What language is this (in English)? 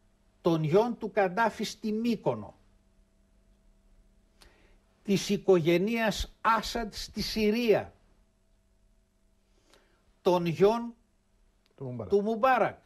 Greek